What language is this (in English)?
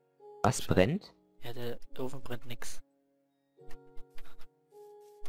German